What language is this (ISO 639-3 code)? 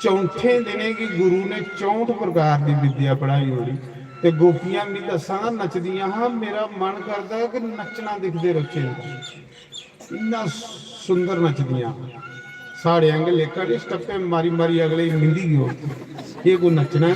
doi